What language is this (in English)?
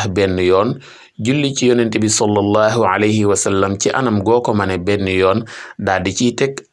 Wolof